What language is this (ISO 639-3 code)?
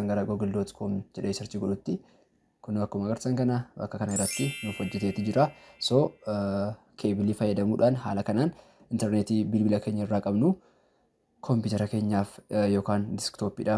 orm